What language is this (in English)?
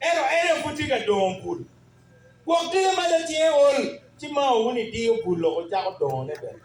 Acoli